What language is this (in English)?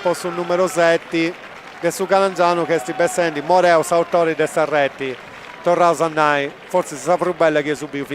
Sardinian